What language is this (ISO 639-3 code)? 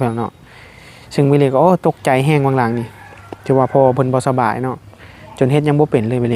tts